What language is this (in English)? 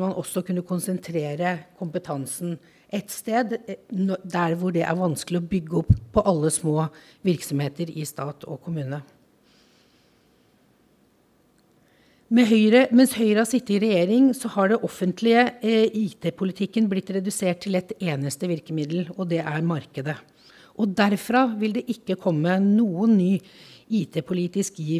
Norwegian